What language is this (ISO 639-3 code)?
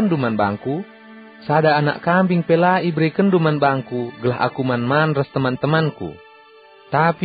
btx